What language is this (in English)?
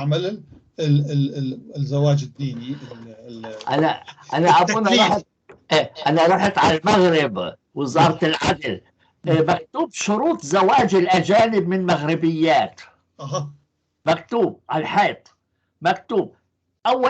North Levantine Arabic